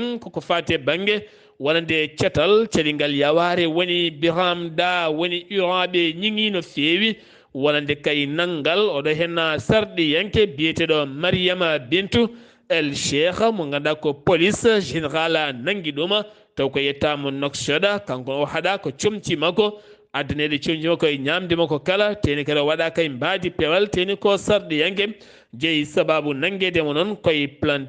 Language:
Fula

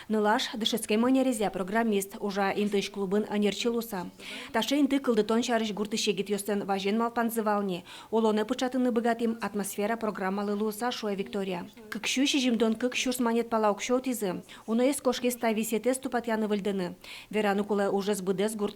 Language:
Udmurt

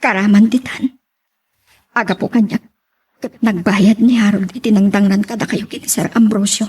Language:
Iloko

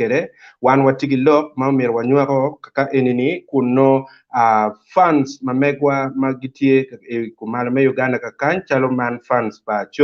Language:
Acoli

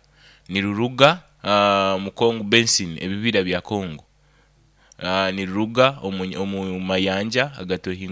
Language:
Nyoro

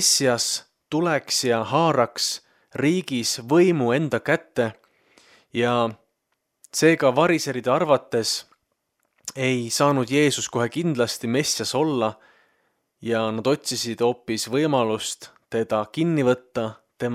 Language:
Estonian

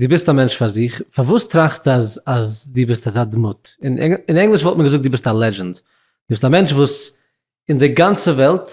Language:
Yiddish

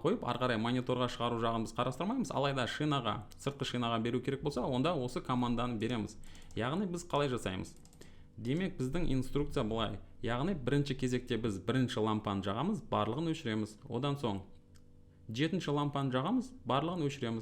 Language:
Kazakh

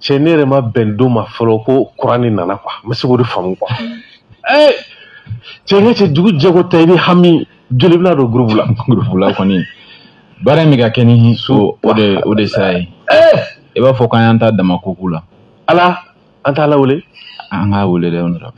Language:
Bambara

